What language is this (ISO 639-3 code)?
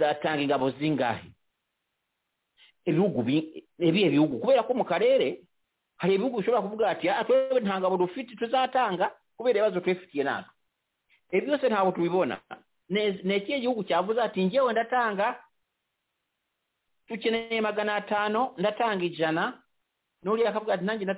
kin